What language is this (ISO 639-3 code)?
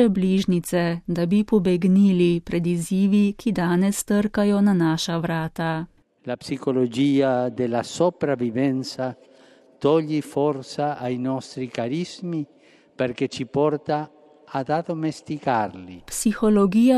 slv